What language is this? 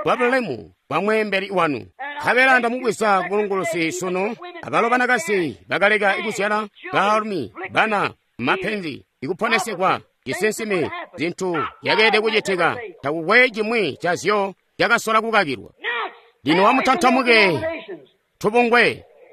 Tonga (Zambia)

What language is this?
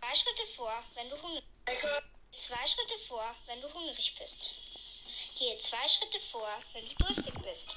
Bavarian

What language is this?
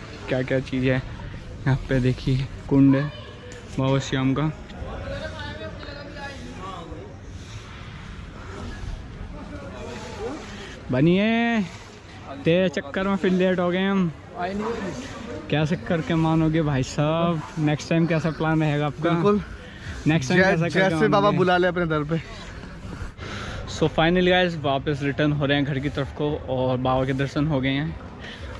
Hindi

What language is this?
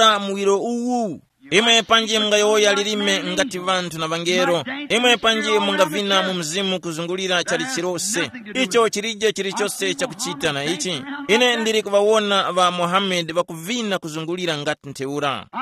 Tumbuka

